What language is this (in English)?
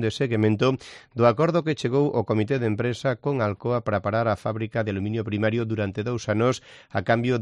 Galician